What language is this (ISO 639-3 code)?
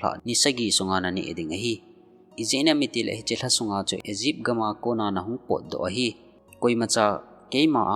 tcz